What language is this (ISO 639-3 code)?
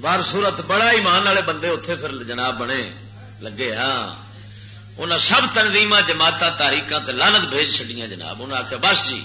lah